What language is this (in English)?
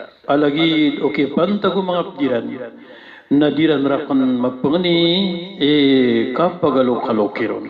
Maranao